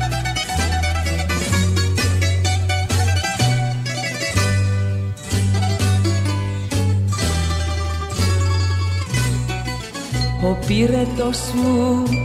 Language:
Greek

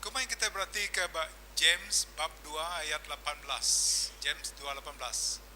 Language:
Iban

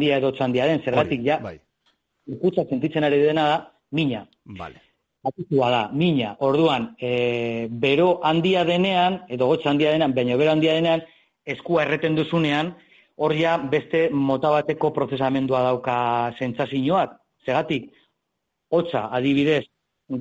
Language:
Basque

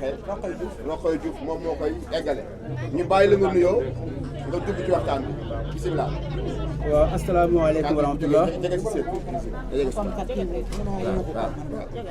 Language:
Wolof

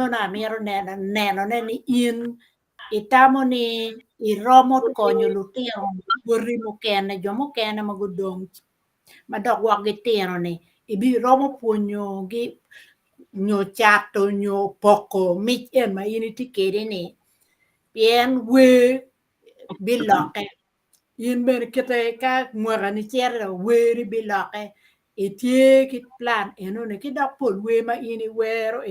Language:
Acoli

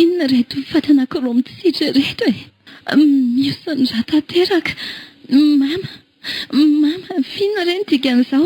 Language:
Malagasy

